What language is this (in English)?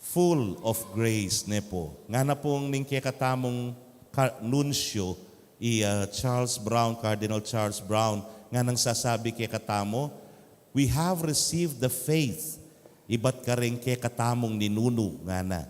Pampanga